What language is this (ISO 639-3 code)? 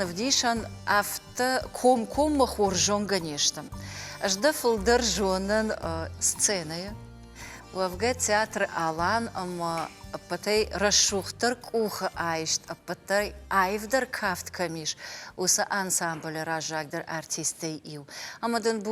oss